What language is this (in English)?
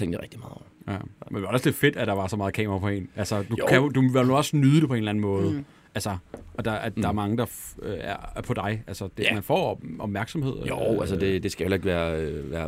Danish